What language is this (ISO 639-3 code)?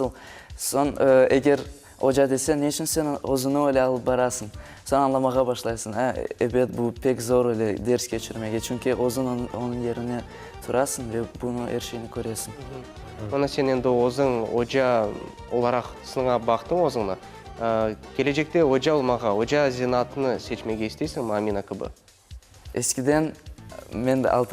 crh